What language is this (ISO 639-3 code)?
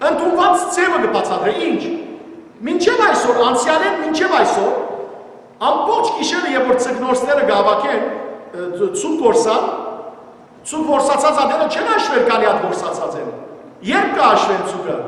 hyw